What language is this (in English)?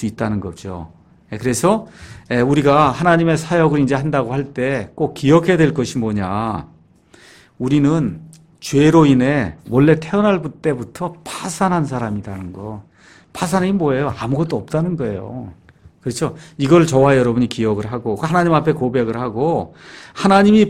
Korean